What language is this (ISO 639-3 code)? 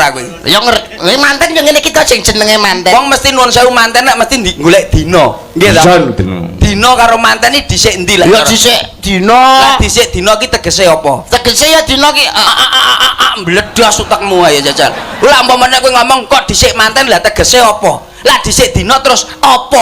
jav